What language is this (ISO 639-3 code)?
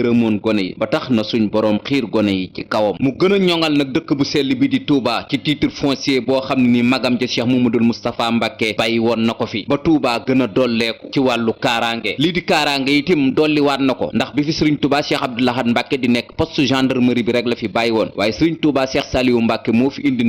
wol